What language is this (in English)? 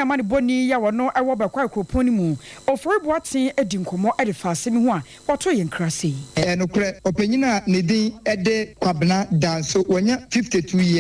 Akan